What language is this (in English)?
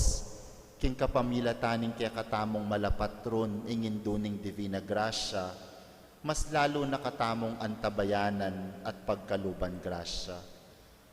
Pampanga